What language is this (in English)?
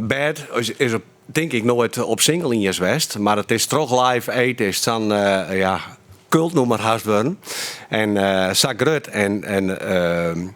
Western Frisian